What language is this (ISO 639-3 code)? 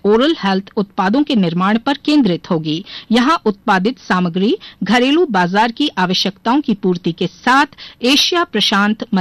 hin